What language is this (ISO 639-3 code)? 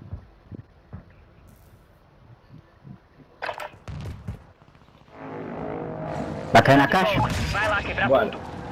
por